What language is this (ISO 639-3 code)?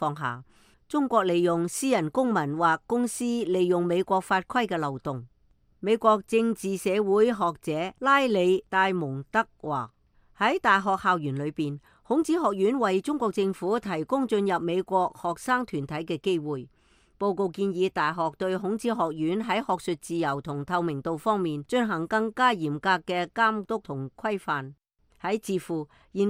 yue